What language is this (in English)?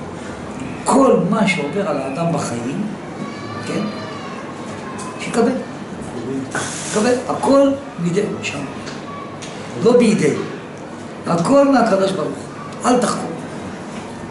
Hebrew